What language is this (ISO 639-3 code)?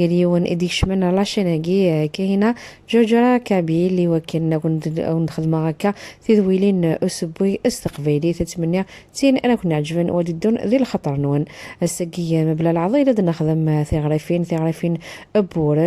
kab